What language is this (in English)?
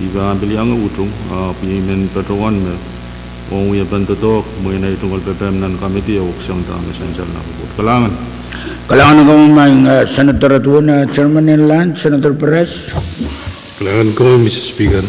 Pohnpeian